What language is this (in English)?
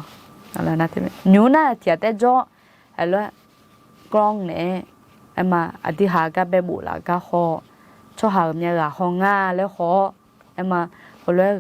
Akha